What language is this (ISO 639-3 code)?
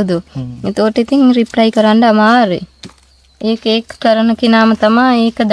sin